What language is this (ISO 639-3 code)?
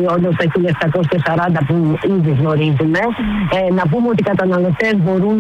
ell